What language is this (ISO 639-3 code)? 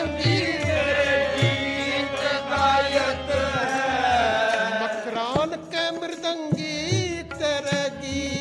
pan